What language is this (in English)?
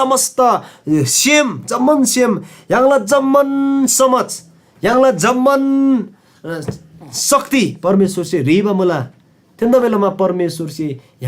Eastern Tamang